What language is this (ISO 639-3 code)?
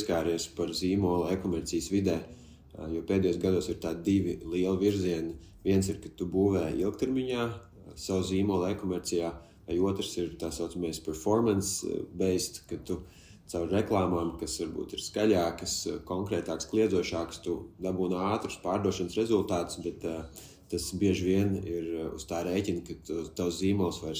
lav